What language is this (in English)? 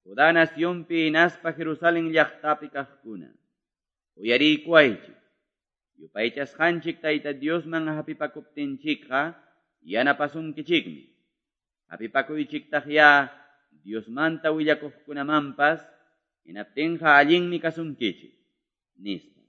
Quechua